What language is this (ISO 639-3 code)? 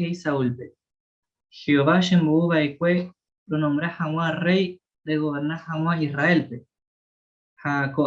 grn